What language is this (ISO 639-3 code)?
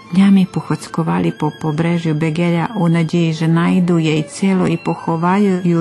rue